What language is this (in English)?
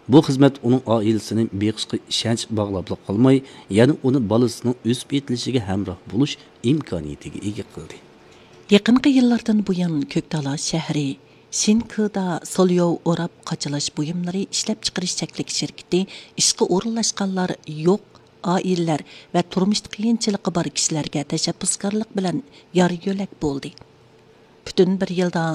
Uyghur